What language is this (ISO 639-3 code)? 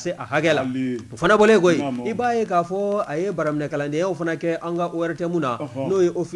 bam